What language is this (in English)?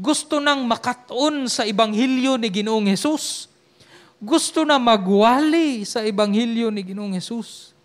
Cebuano